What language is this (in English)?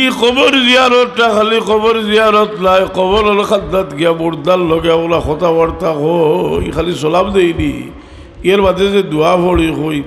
Sylheti